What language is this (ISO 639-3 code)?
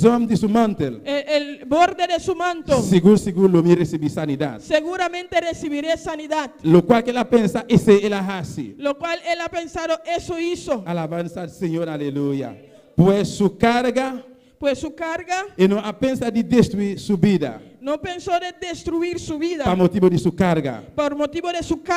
pap